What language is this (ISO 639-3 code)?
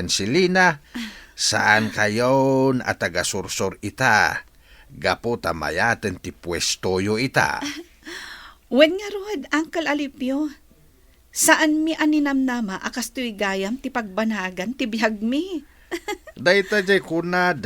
ilo